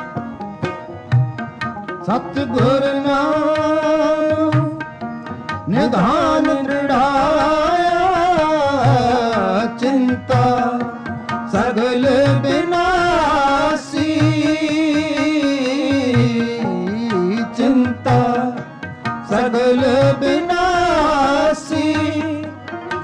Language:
Punjabi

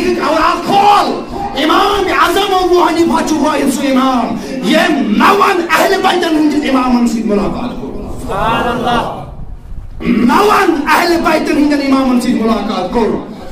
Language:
Kashmiri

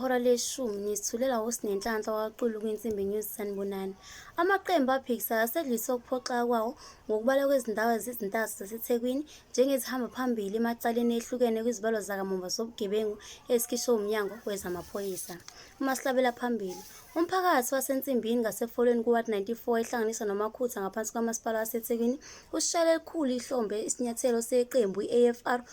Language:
Zulu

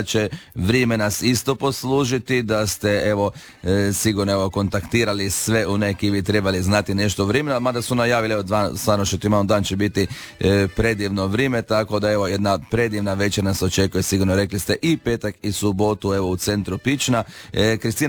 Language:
Croatian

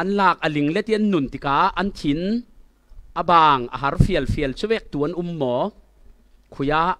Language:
Falam Chin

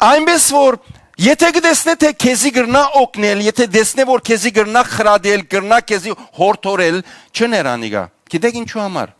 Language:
Western Armenian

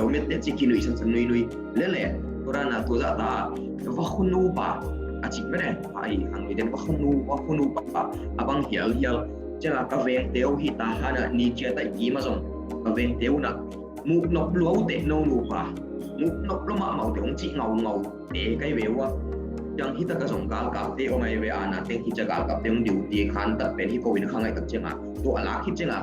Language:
Tedim Chin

